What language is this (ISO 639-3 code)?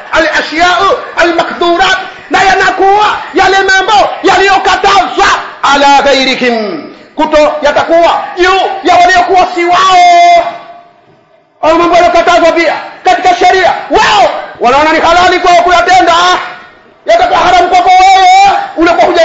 swa